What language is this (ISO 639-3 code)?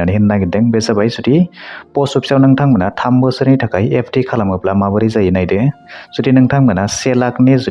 brx